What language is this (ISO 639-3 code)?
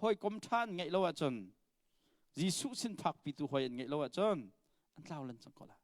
cnh